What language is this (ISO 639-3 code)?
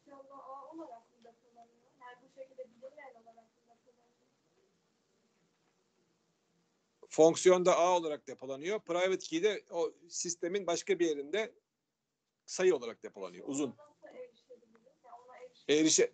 tur